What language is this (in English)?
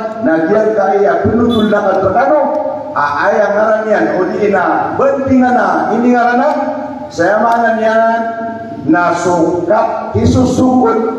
Maranao